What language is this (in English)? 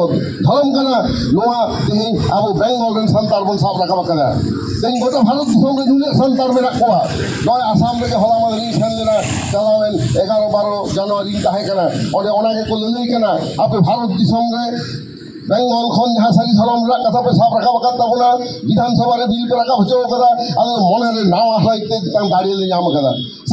Santali